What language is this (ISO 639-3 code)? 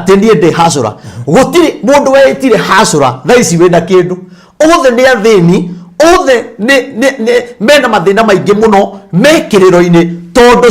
kik